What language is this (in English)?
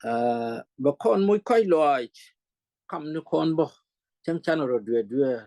Nuer